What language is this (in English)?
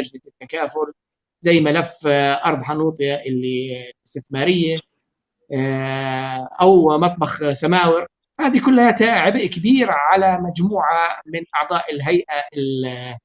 North Levantine Arabic